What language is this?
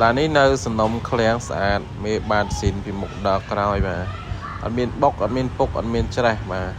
Khmer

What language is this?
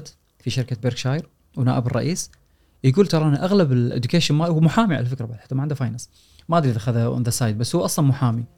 Gulf Arabic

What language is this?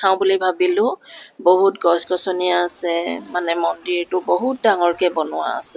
Assamese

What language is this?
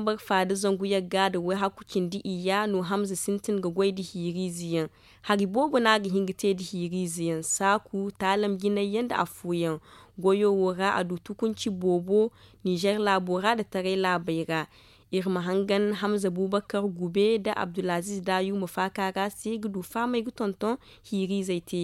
Zarma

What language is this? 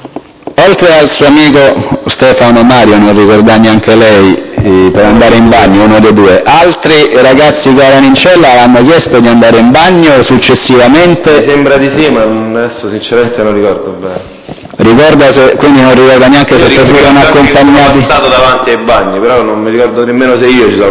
Italian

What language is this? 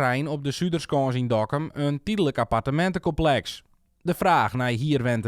Western Frisian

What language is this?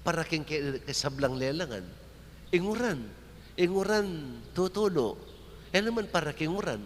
Pampanga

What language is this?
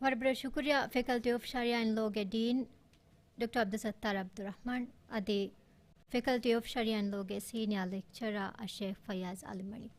Divehi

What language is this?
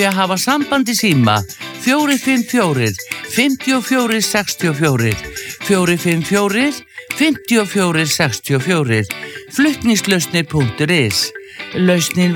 Icelandic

